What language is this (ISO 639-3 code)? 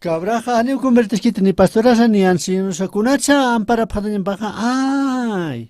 aym